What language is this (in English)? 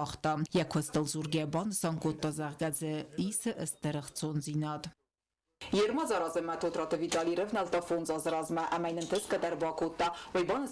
Ossetic